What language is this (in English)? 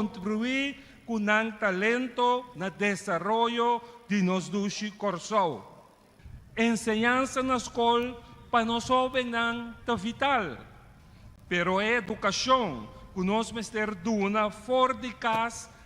Papiamento